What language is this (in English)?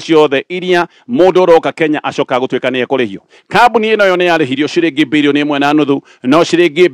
Kikuyu